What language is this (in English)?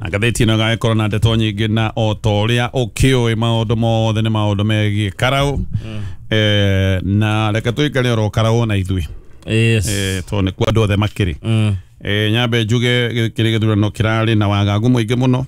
Kikuyu